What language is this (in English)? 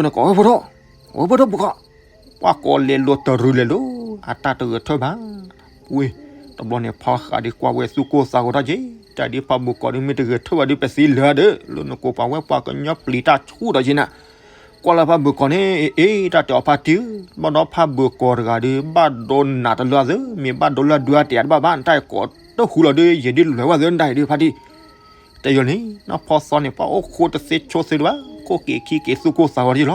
S'gaw Karen